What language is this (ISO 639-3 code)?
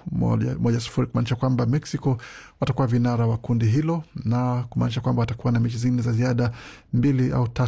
swa